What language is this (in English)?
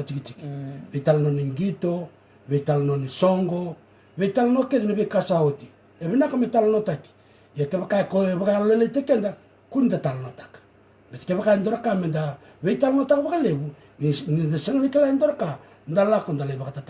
Fijian